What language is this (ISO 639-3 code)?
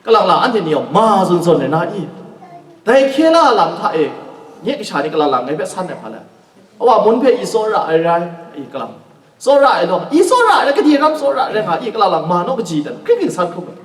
kac